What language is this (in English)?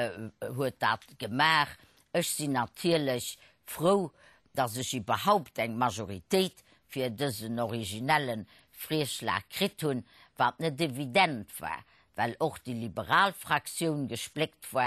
Luxembourgish